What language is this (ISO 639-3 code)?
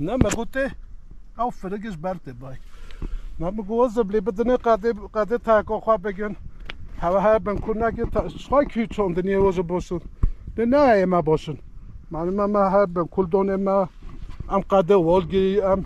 kur